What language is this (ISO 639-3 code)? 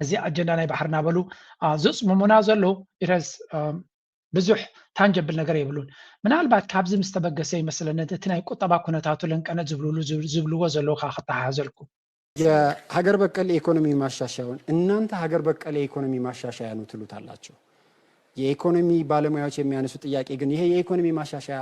tir